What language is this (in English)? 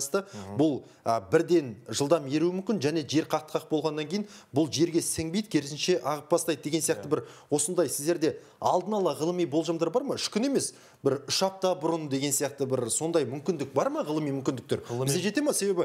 Kazakh